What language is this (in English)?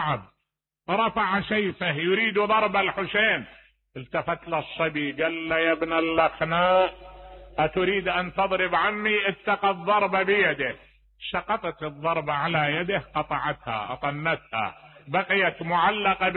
Mesopotamian Arabic